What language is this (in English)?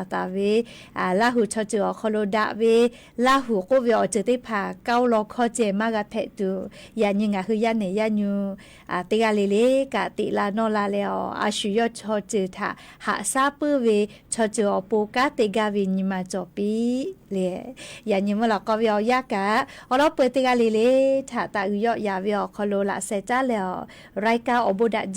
Lahu